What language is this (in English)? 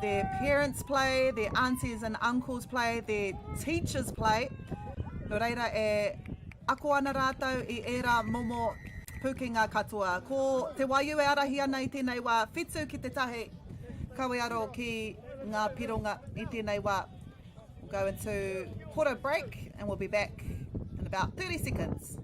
Māori